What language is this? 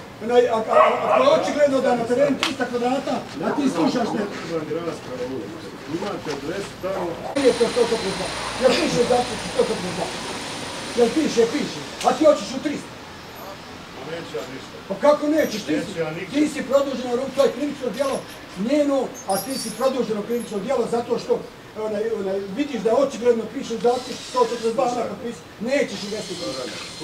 Bosnian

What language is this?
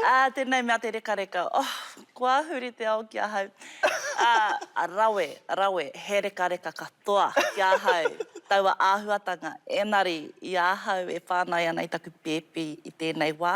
Māori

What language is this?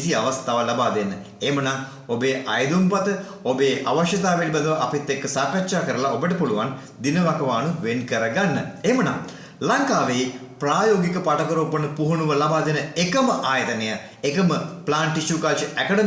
Sinhala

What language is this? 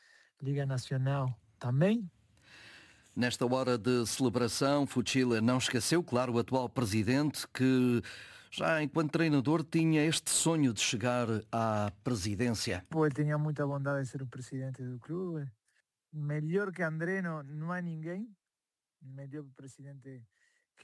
Portuguese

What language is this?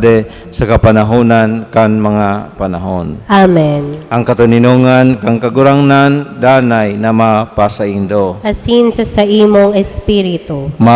Bikol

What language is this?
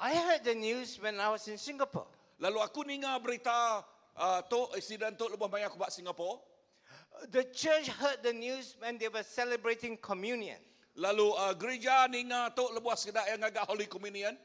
Iban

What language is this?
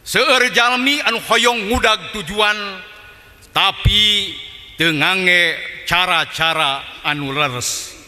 Sundanese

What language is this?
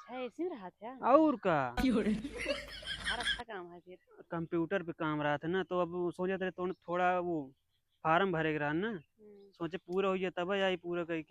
Awadhi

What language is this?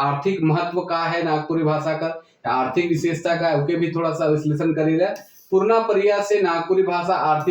Sadri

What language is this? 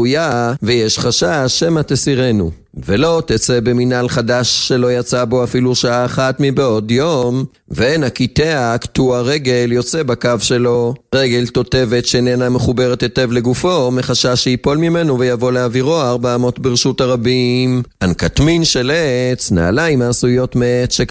Hebrew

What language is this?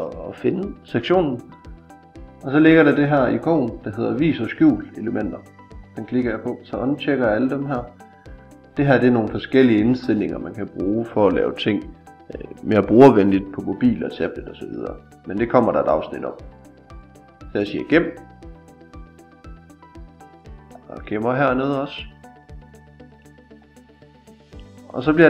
Danish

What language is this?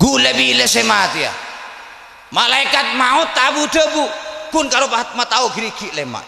Madurese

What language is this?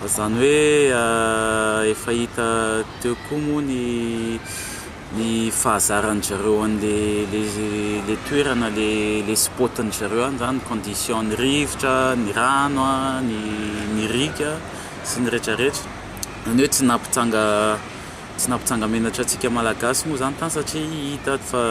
Malagasy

